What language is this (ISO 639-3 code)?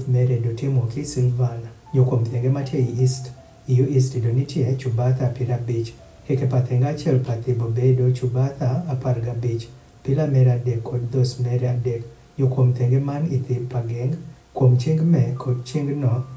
adh